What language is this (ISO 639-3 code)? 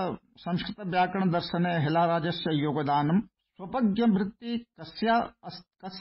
san